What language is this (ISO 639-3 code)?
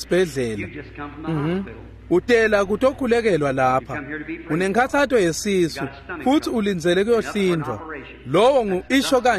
ssw